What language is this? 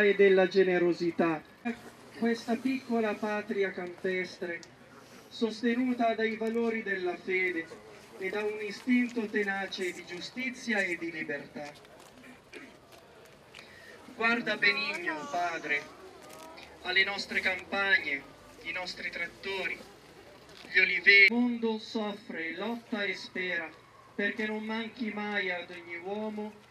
Italian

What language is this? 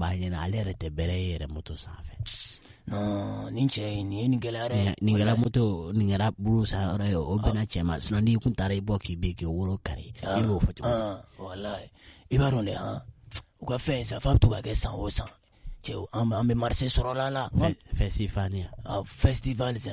Bambara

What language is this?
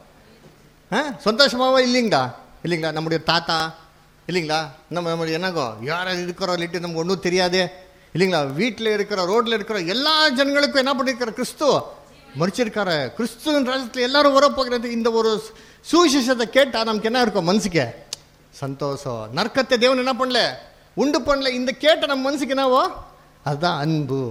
Tamil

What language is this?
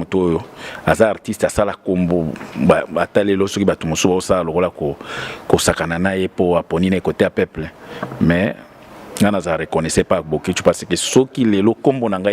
Lingala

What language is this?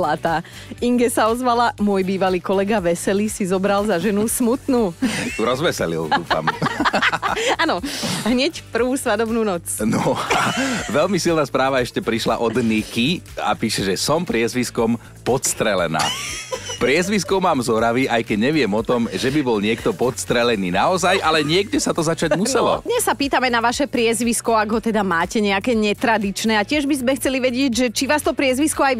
Slovak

